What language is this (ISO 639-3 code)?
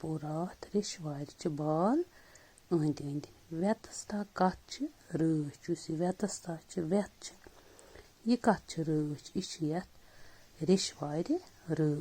kas